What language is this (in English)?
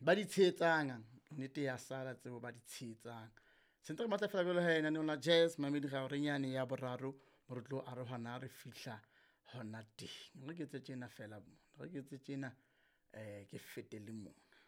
Southern Sotho